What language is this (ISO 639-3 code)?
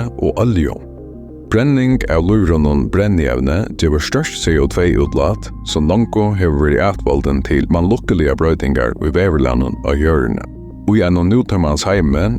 fao